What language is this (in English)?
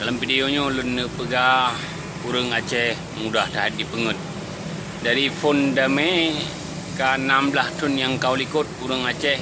Achinese